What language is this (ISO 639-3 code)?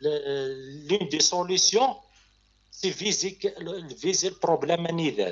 kab